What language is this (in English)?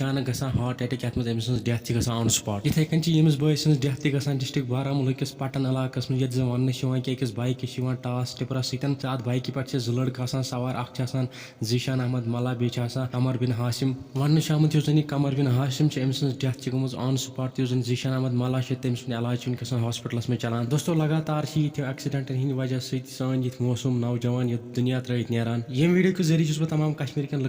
Kashmiri